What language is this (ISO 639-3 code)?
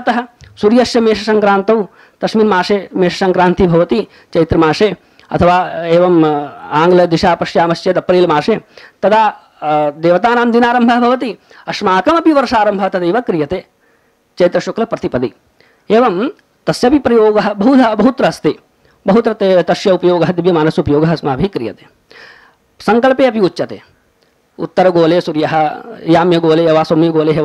san